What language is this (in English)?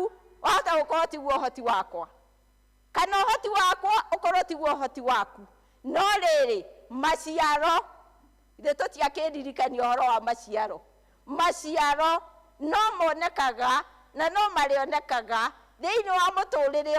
Kikuyu